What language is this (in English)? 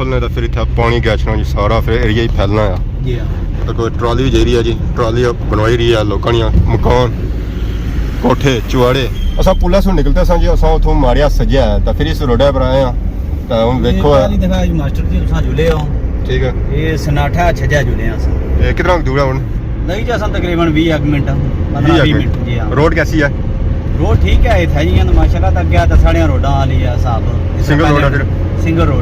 Pahari-Potwari